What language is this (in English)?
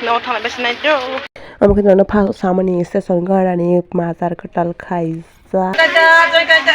Kok Borok